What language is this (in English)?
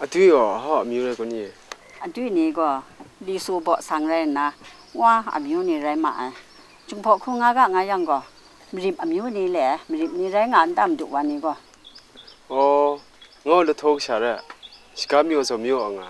Kachin